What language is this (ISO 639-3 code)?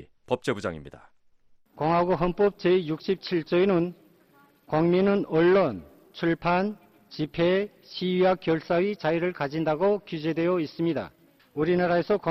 kor